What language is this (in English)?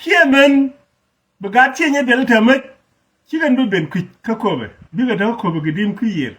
Nuer